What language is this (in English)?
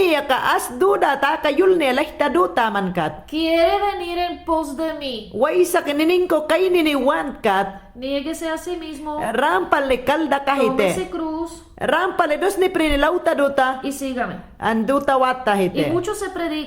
Mayangna